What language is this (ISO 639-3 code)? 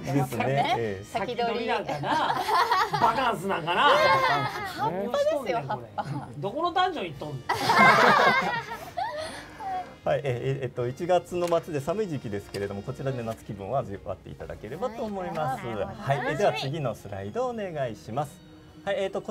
jpn